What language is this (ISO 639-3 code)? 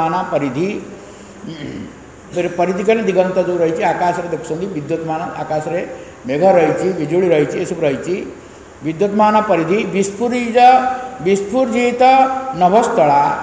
ori